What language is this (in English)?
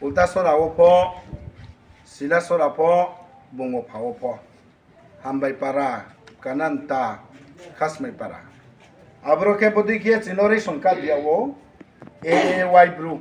Riang (India)